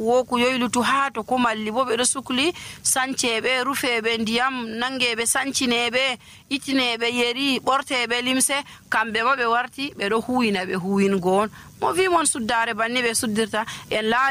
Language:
Nigerian Fulfulde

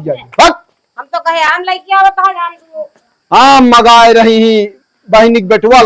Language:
Awadhi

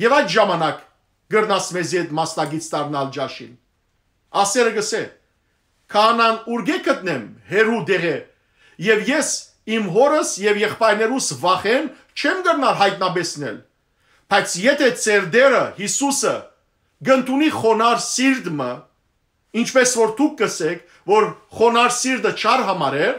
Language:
Western Armenian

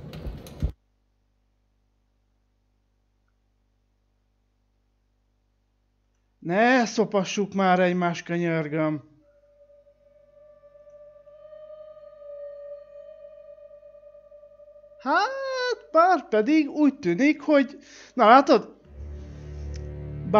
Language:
Hungarian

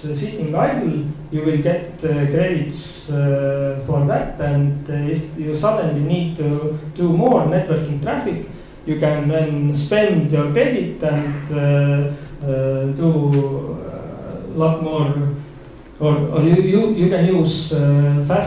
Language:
English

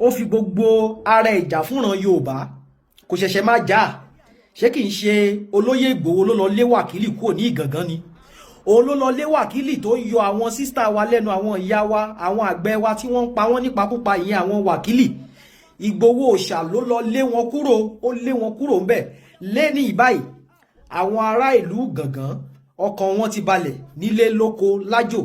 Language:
Yoruba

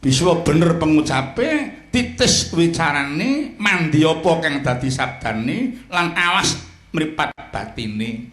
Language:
Javanese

